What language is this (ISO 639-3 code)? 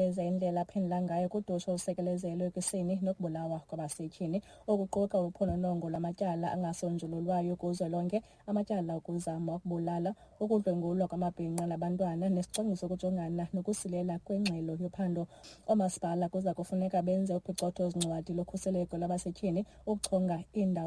xho